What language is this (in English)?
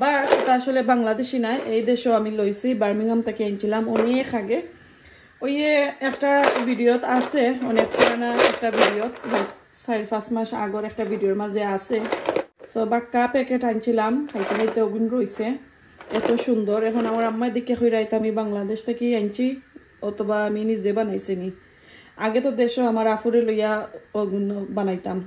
Sylheti